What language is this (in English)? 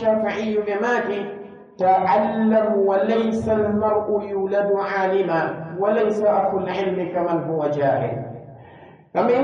Pular